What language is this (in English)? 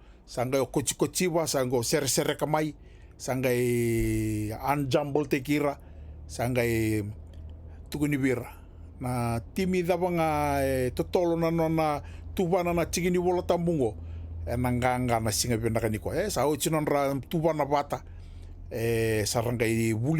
Fijian